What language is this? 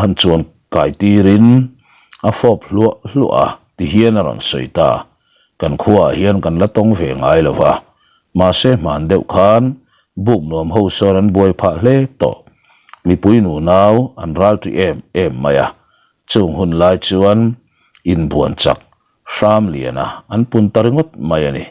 Mizo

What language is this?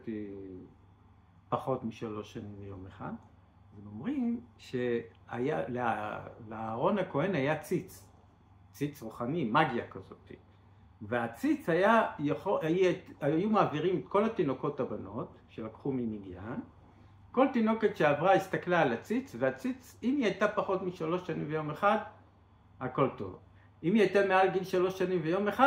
Hebrew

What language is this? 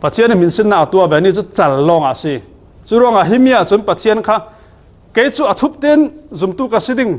Falam Chin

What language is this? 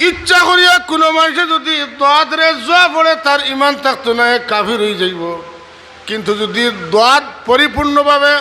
Sylheti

